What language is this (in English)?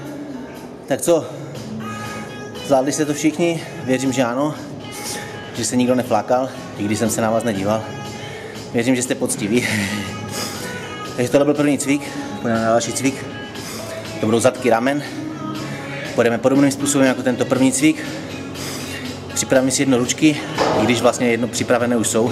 Czech